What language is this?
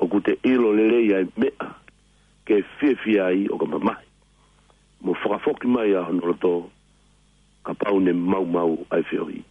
Tongan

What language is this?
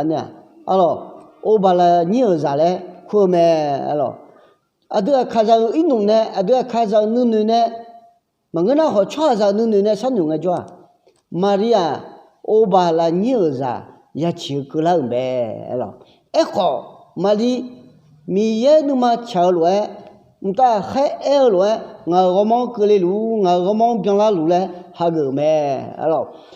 Akha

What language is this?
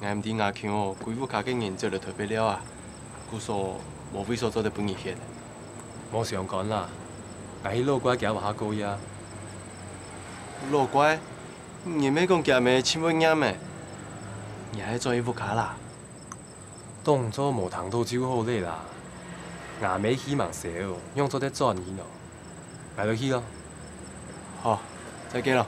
Hakka Chinese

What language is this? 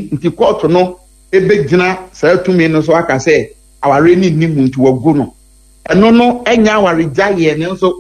Akan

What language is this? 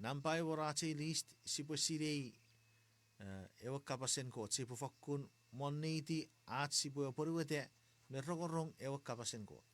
Chuukese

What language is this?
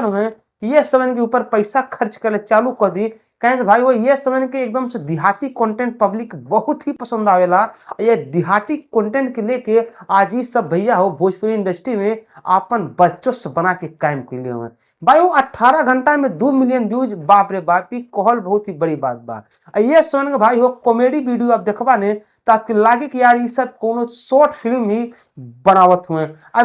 Bhojpuri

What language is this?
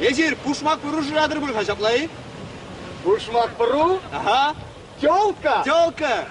Chuvash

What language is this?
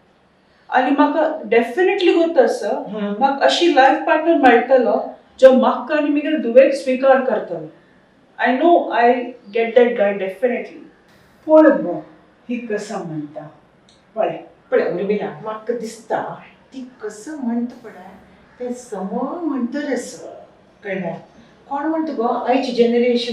Konkani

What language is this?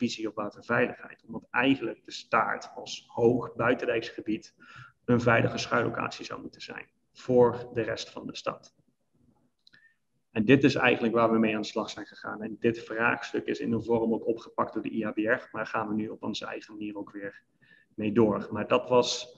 Dutch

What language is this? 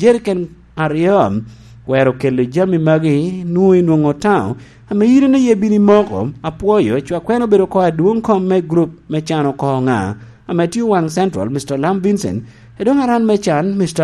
Lango (Uganda)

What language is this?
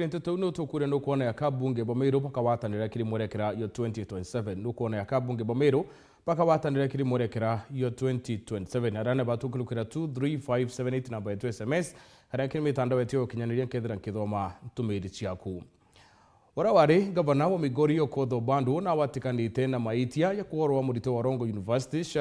Meru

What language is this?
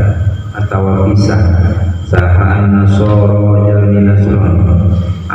Sundanese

